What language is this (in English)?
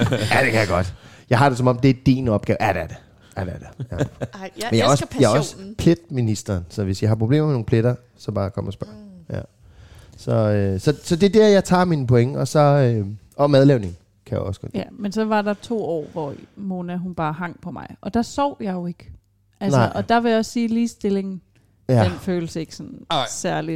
Danish